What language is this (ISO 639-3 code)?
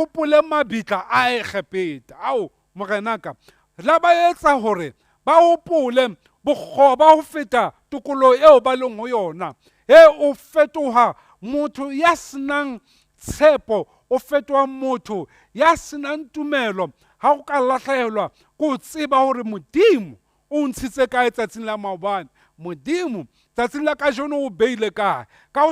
sot